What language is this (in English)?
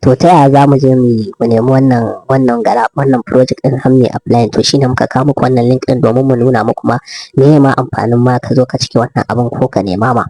Hausa